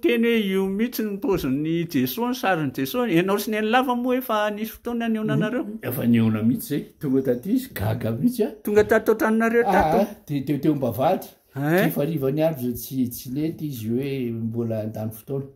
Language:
Malagasy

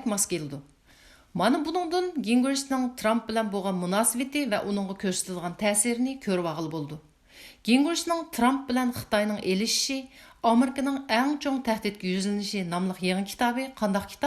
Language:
Uyghur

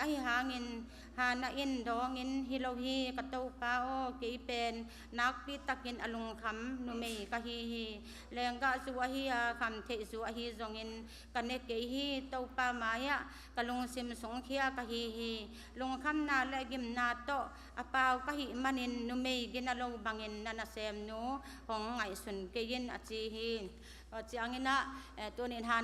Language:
Tedim Chin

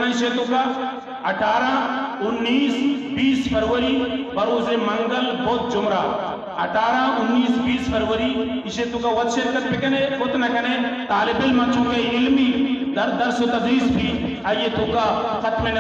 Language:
Eastern Balochi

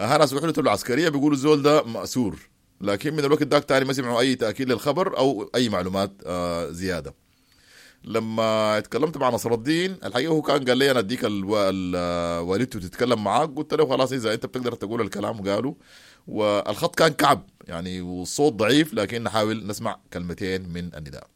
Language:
Sudanese Arabic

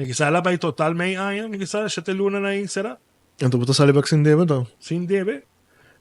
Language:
Papiamento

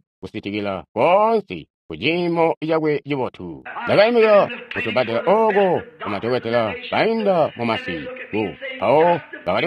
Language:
Tonga (Zambia)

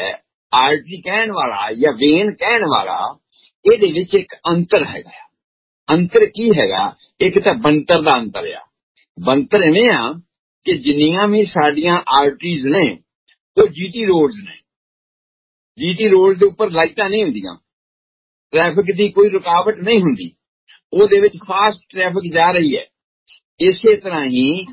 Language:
Punjabi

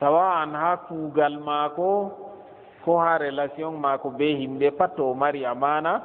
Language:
Fula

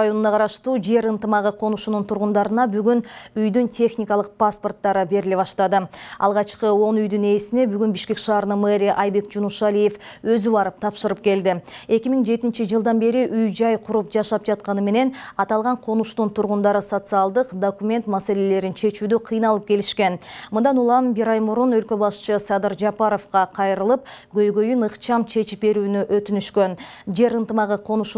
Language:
Kyrgyz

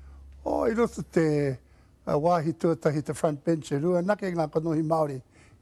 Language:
Māori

